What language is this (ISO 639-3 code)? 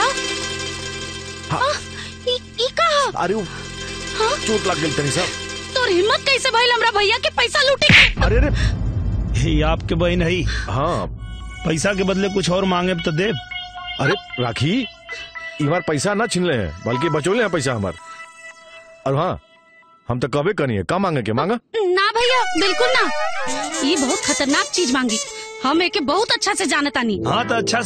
bho